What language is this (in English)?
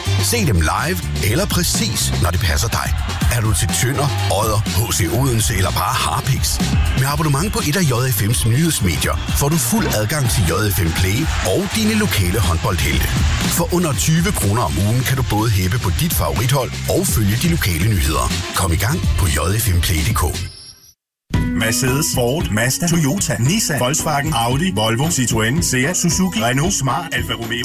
Danish